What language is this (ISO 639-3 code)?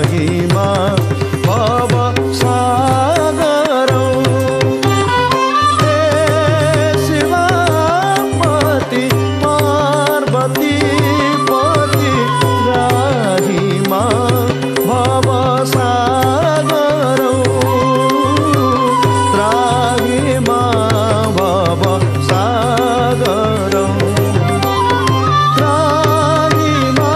ori